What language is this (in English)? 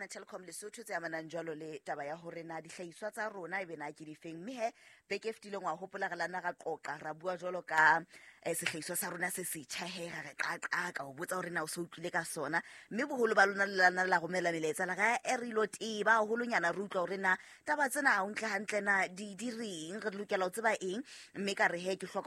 Southern Sotho